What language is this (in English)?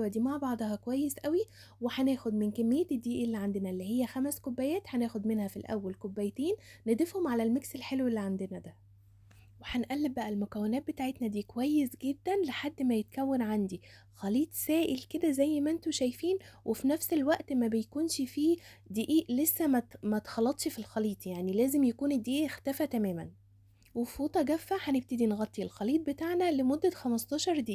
Egyptian Arabic